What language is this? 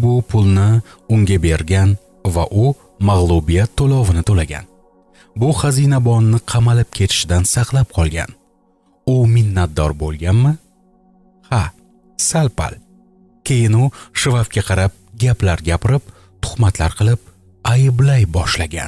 Uzbek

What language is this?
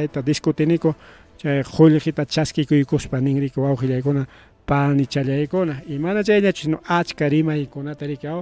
Ayacucho Quechua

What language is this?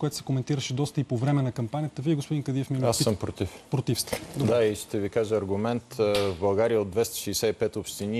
Bulgarian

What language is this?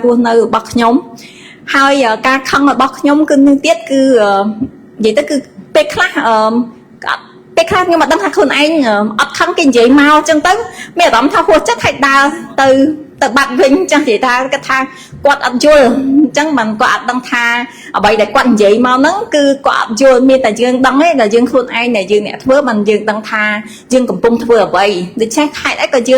Khmer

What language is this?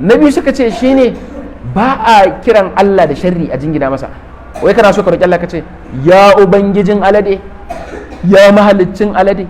Hausa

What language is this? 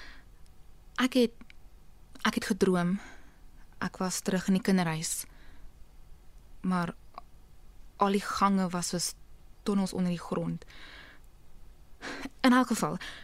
Afrikaans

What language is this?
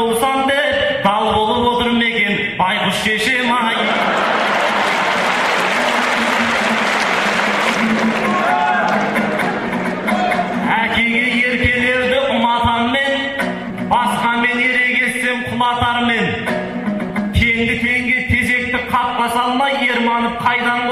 Kazakh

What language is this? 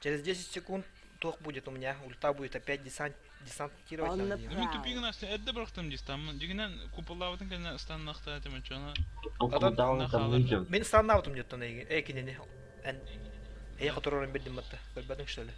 Yakut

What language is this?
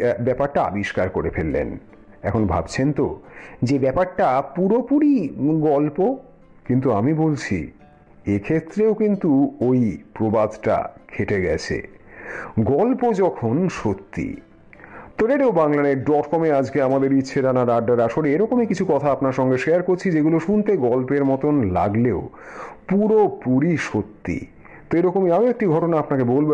Bangla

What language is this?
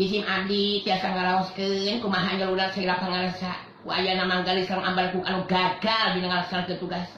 Sundanese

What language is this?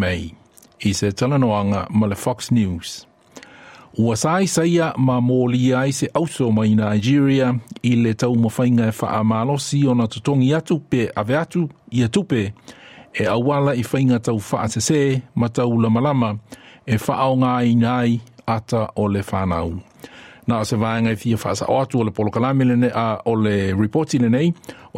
Samoan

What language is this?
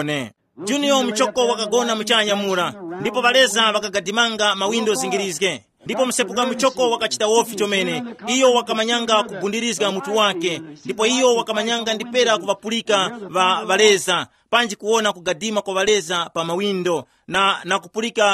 Tumbuka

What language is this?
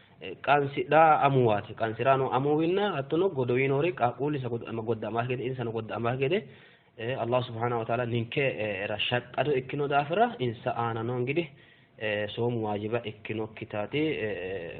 Sidamo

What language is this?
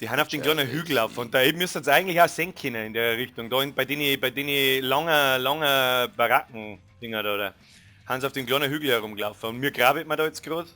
Bavarian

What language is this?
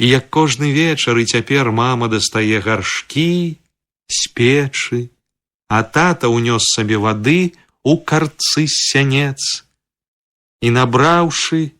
Belarusian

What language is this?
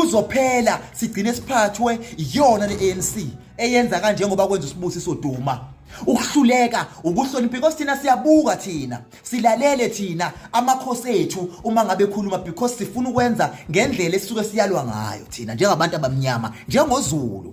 Zulu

